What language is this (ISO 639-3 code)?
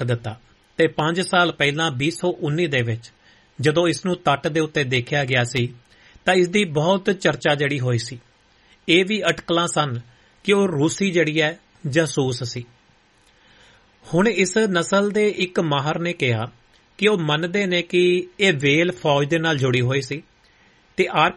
pan